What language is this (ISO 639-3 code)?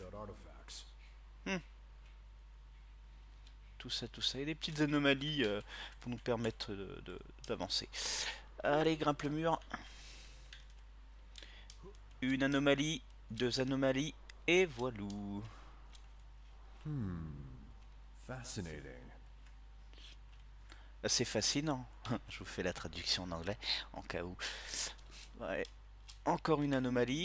fra